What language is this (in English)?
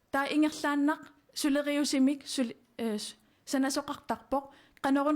Kalaallisut